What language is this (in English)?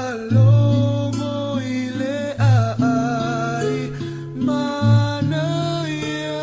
Samoan